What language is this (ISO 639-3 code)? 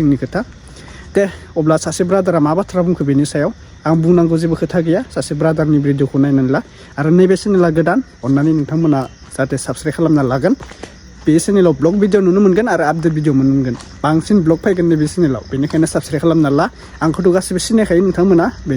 brx